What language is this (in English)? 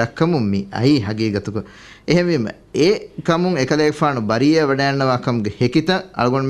Divehi